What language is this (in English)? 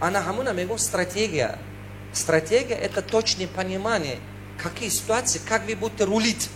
Tajik